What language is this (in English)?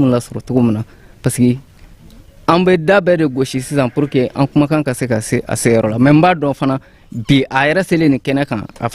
Bambara